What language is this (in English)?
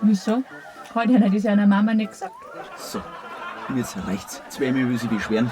Bavarian